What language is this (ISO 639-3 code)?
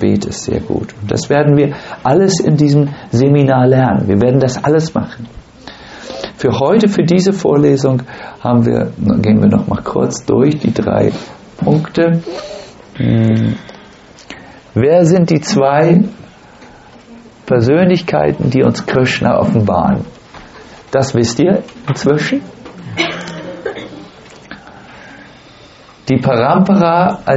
deu